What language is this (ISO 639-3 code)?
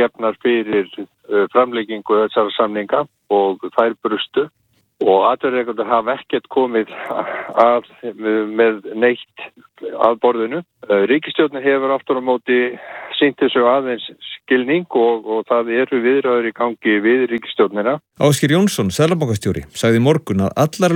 isl